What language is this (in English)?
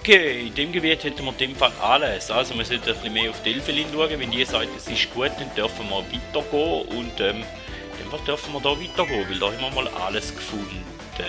Swiss German